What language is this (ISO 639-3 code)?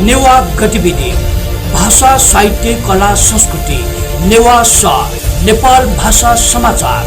new